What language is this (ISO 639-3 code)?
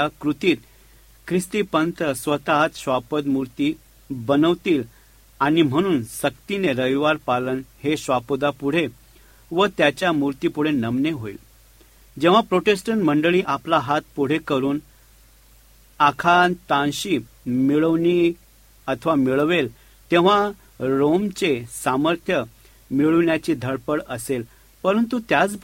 mar